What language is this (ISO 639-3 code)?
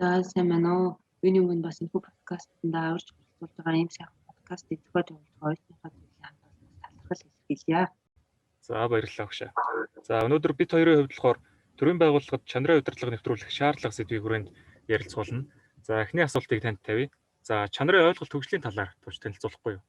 mon